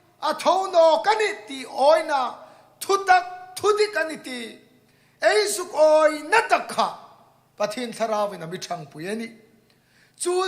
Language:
Hmar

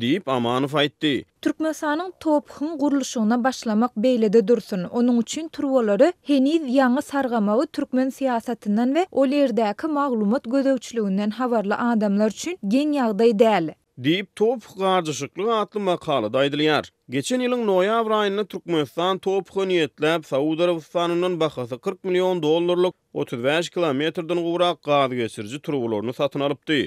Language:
Turkmen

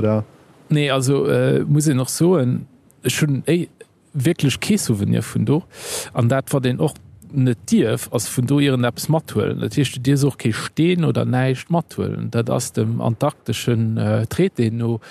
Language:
Luxembourgish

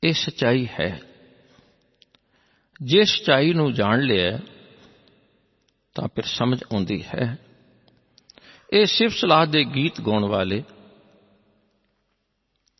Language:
Punjabi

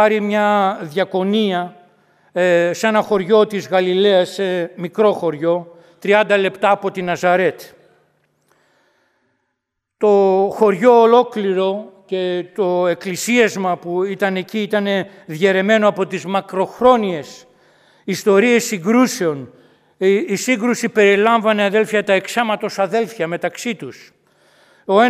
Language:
Greek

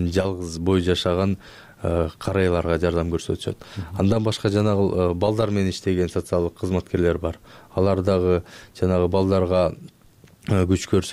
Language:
Kyrgyz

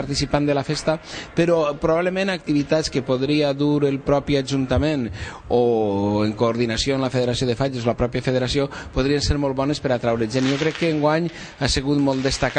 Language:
Catalan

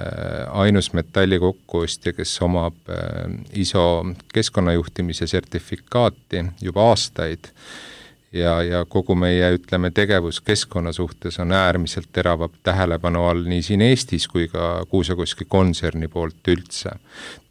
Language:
Estonian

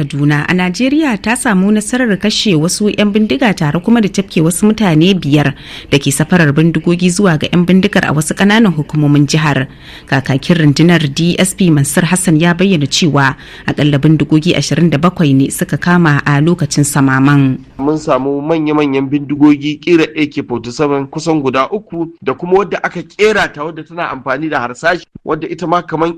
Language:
Hausa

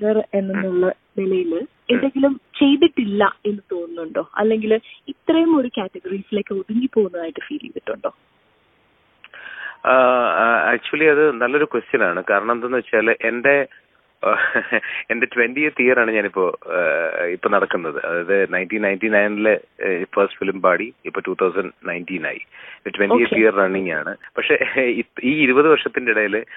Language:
Malayalam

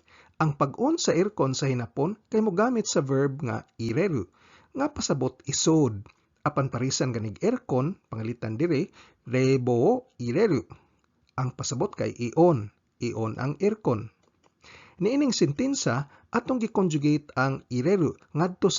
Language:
Cebuano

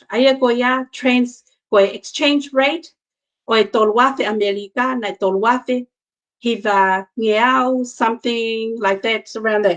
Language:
Tongan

